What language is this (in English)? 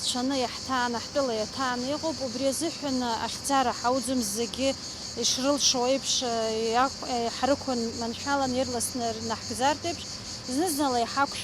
Abkhazian